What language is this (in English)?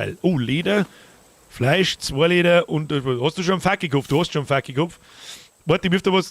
Bavarian